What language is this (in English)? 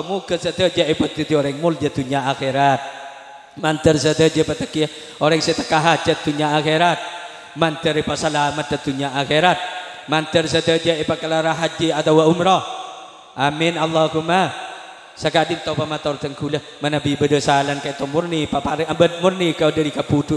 Madurese